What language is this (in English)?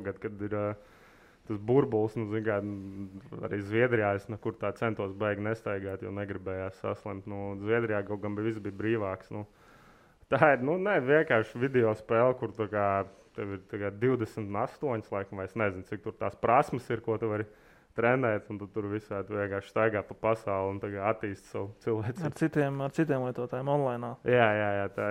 Latvian